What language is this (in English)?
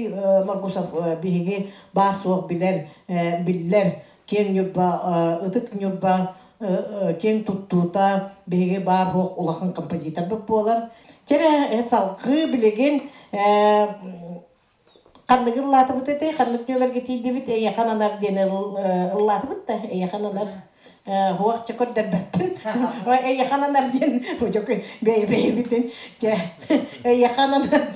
Yakut